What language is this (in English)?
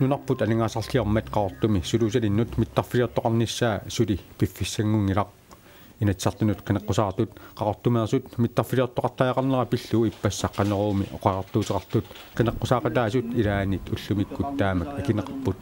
Kalaallisut